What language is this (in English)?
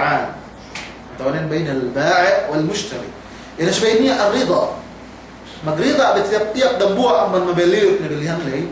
Yakan